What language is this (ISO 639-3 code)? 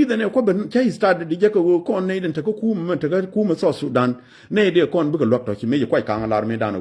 nus